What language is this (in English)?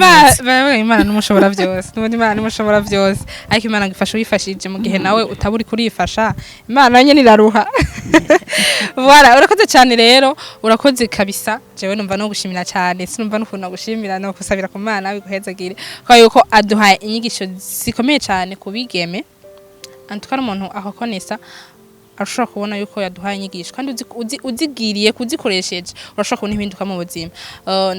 Rundi